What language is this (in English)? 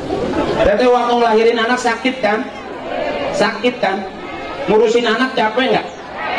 Indonesian